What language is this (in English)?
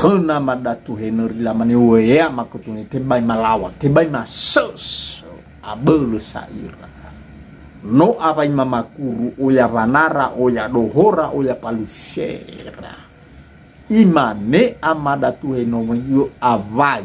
Nias